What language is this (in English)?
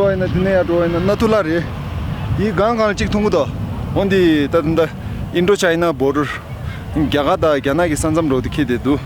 Tibetan